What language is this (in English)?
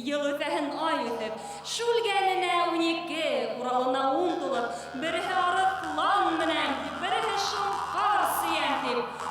Bashkir